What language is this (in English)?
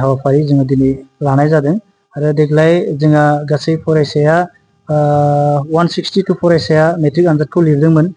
Bodo